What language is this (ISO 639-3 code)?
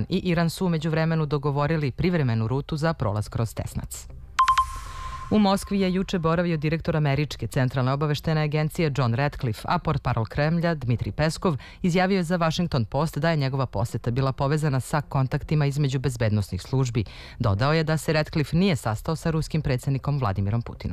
srp